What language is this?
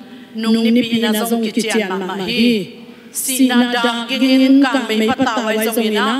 Tedim Chin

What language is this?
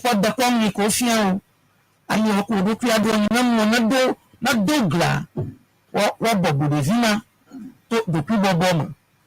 Ewe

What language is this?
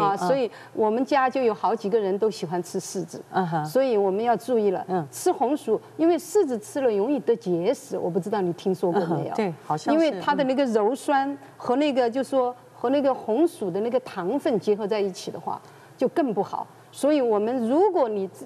Chinese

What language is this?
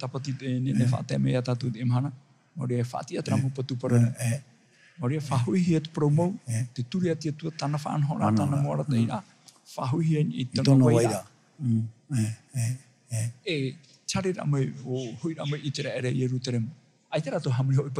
Tahitian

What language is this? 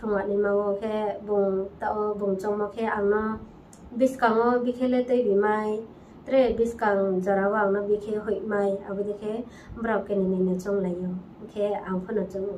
Riang (India)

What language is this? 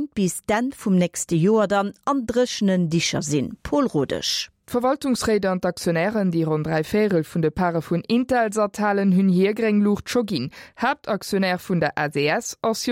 Luxembourgish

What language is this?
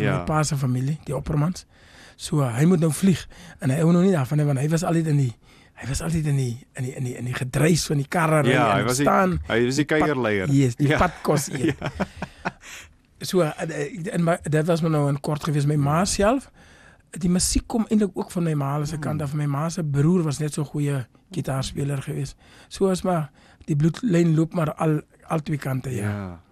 Afrikaans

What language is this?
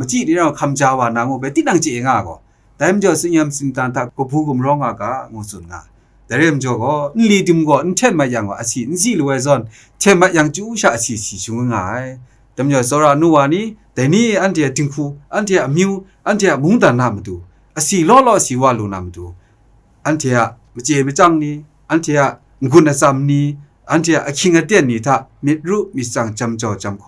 Kachin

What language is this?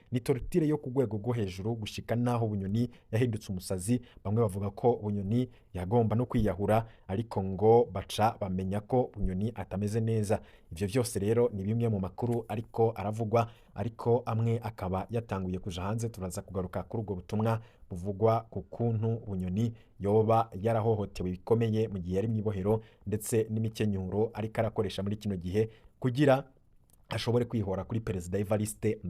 Rundi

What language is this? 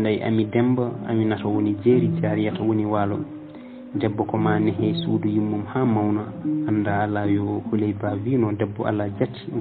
Fula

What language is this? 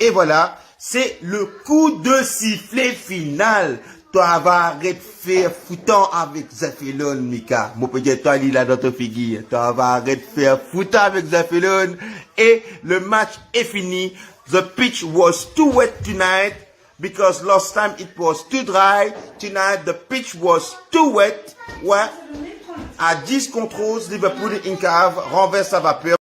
Morisyen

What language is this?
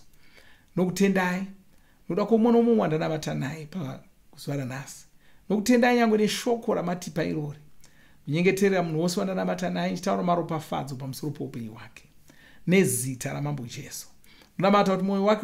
Shona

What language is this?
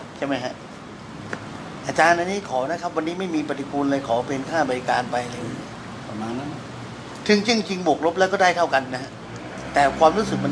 Thai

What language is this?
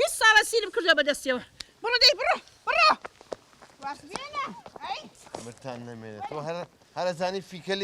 Central Kurdish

